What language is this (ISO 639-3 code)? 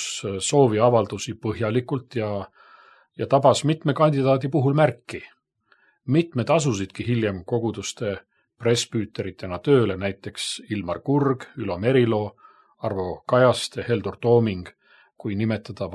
est